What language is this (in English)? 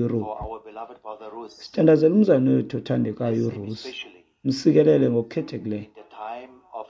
Xhosa